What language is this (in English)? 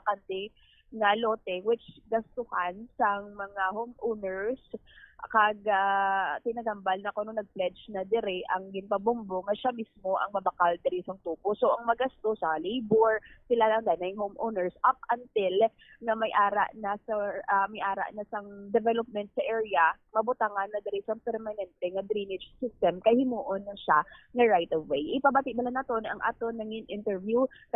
Hiligaynon